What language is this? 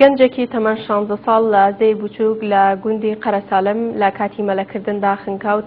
Central Kurdish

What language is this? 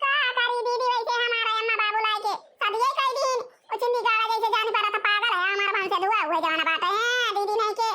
Awadhi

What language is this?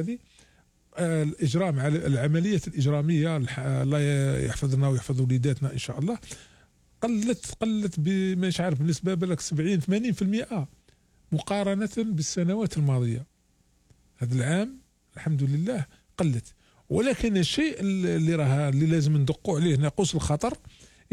Algerian Arabic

